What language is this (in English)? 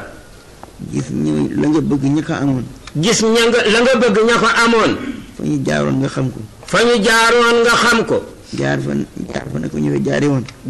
Wolof